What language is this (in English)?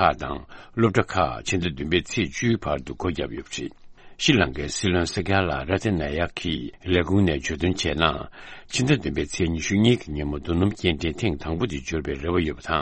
Tibetan